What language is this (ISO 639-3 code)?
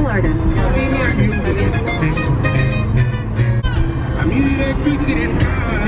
spa